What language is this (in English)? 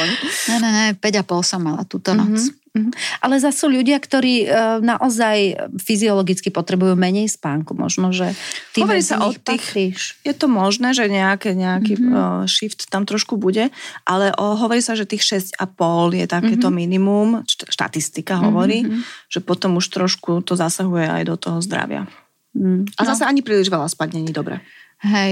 Slovak